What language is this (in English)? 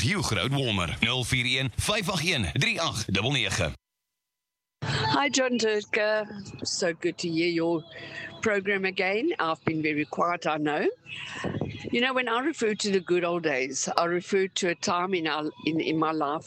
Afrikaans